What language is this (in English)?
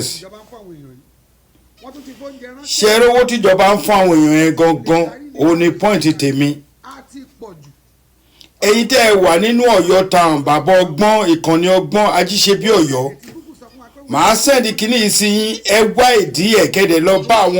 Yoruba